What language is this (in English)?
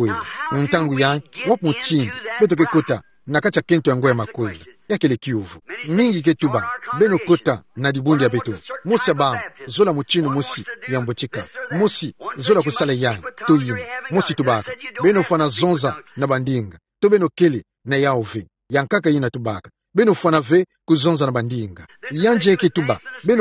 Kituba (Democratic Republic of Congo)